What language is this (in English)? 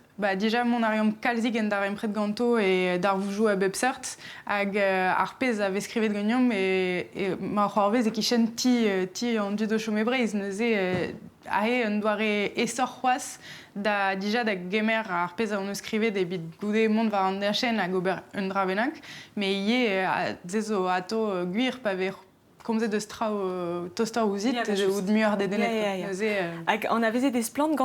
Breton